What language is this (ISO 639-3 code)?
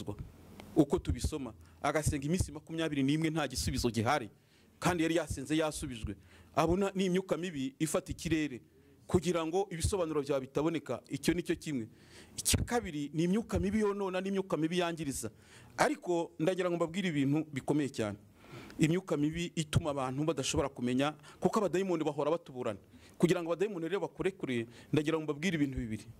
kin